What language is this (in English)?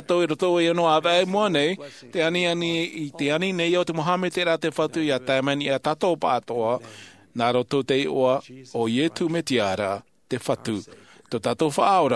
Tahitian